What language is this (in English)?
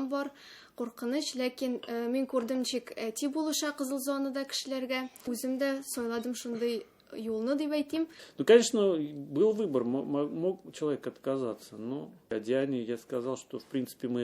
Tatar